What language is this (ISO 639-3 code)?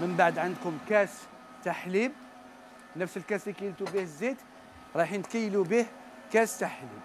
arq